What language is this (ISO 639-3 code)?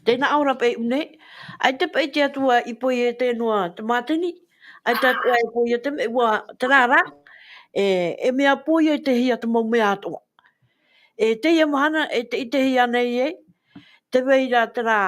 tah